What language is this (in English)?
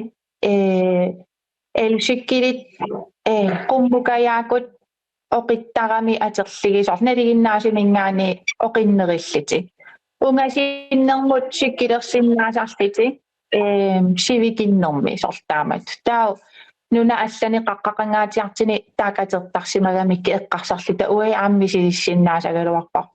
Kalaallisut